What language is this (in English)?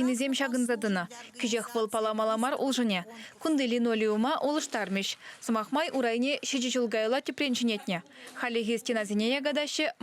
Chuvash